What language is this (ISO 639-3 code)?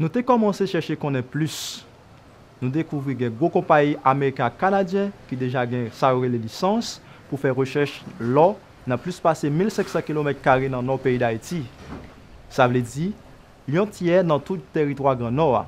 hat